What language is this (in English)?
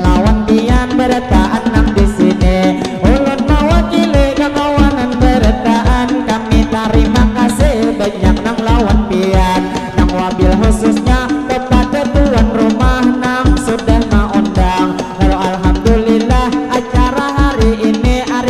Banjar